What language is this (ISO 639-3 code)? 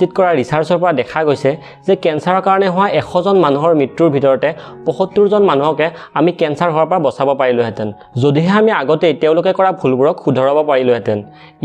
asm